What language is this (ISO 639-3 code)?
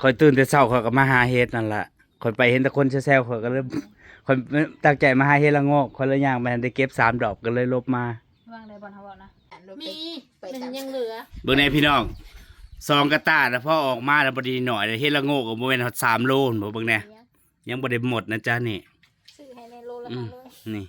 tts